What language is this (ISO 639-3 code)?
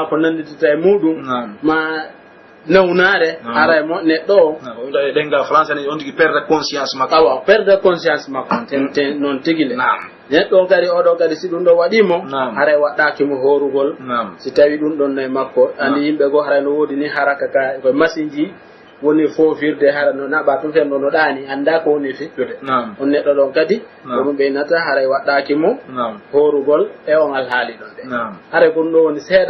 fuf